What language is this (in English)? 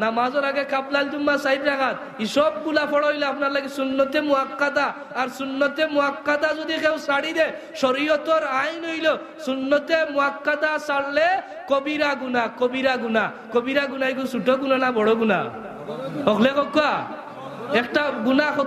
Sylheti